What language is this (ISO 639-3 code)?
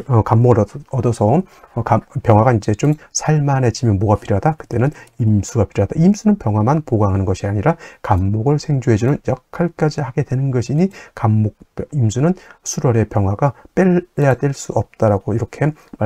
kor